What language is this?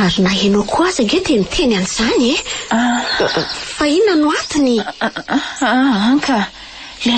Malagasy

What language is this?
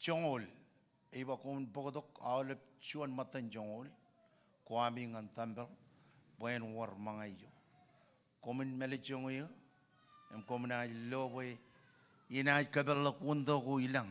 Marshallese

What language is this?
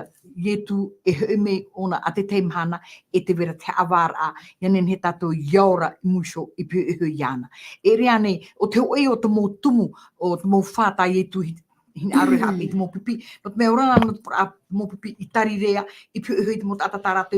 Tahitian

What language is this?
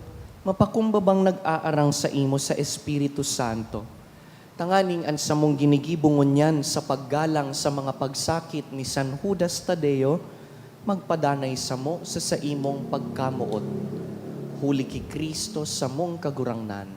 Bikol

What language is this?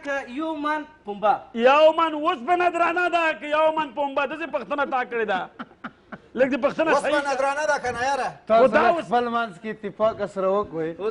Pashto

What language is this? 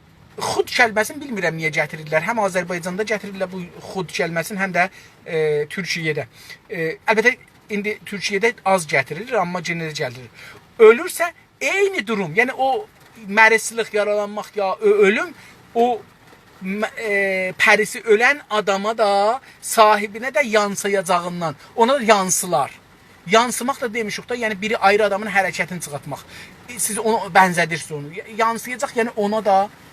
South Azerbaijani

